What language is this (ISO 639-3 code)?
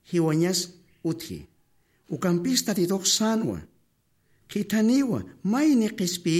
aym